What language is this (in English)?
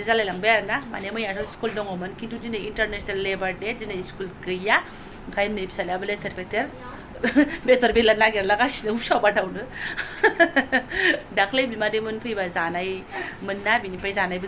Bodo